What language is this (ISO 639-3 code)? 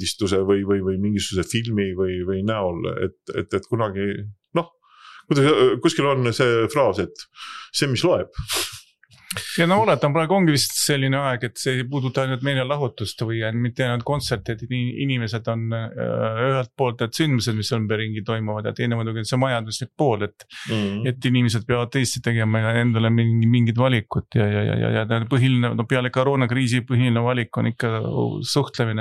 est